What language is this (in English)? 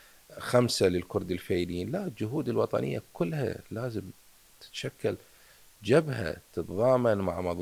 Mesopotamian Arabic